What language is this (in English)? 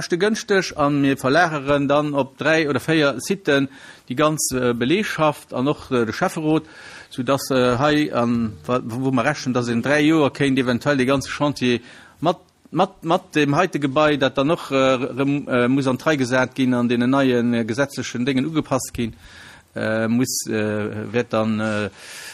Luxembourgish